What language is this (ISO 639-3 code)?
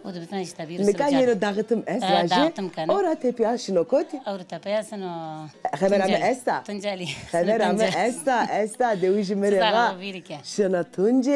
zza